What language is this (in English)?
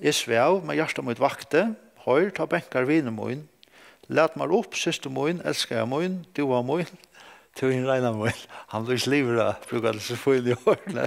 Faroese